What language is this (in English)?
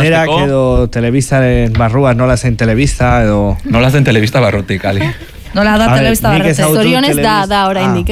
Basque